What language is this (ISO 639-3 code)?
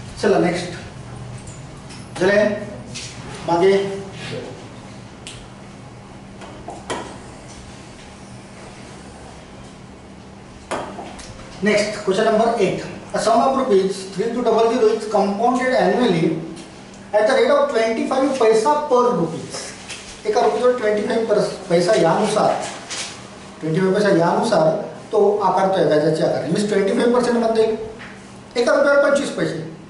mar